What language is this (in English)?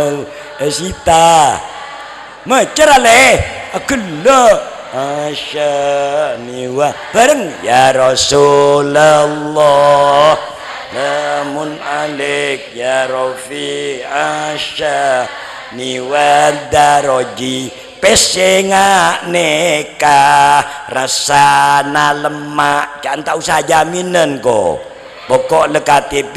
Madurese